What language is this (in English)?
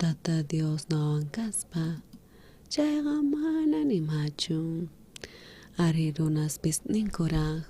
South Bolivian Quechua